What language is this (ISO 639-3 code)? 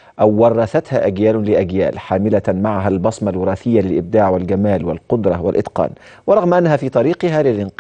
arz